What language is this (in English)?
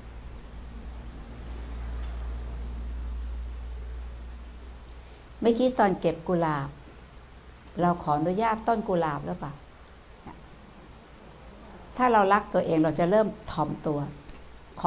Thai